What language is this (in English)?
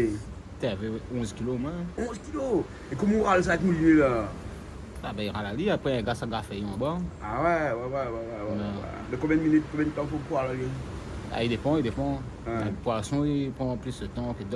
Réunion Creole French